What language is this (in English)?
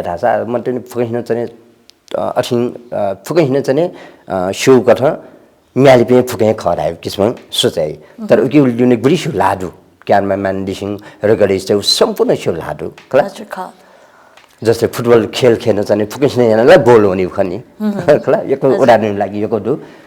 Newari